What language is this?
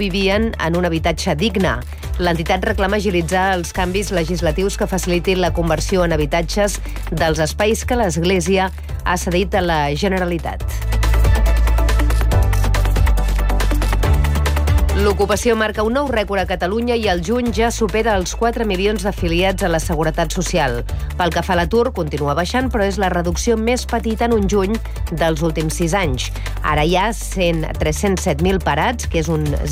Catalan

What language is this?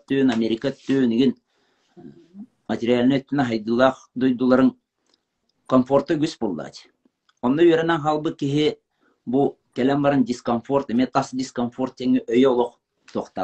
Yakut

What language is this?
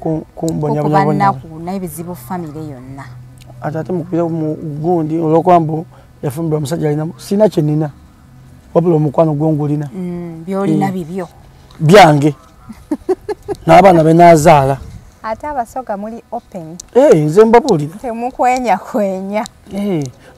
Ganda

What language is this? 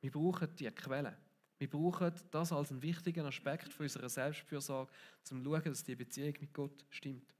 Swiss German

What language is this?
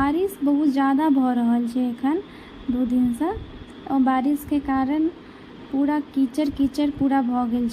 Maithili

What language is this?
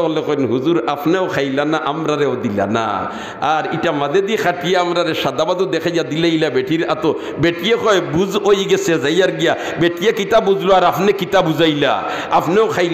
Sylheti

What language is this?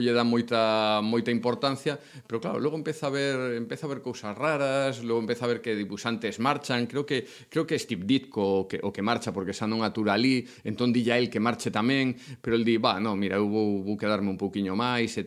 Galician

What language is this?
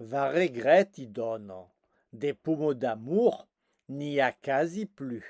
Occitan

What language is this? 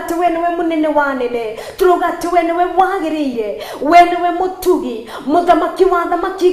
Kikuyu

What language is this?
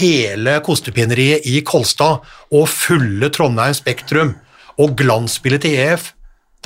Norwegian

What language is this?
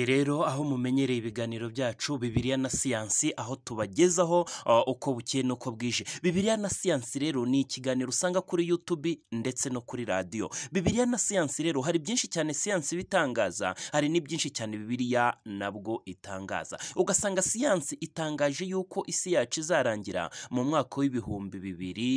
Kinyarwanda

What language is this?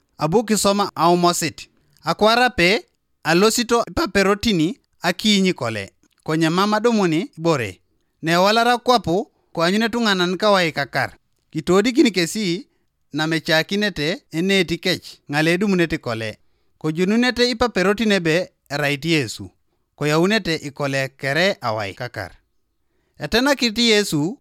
Teso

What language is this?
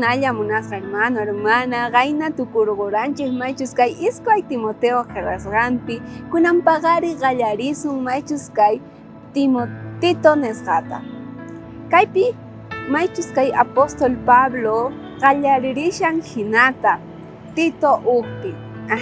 South Bolivian Quechua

